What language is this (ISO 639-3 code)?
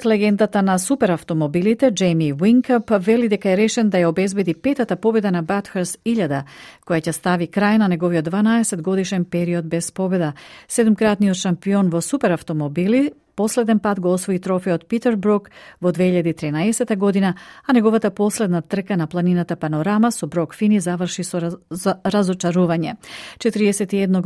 mkd